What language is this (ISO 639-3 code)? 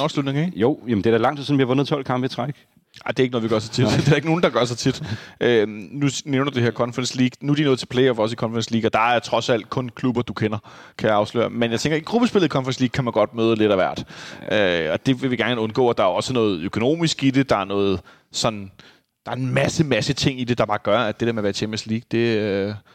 dan